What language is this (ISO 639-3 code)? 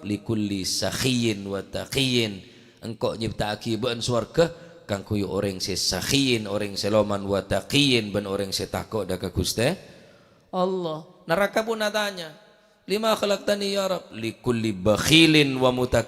mad